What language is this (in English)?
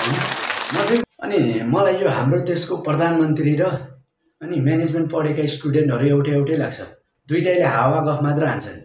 Nepali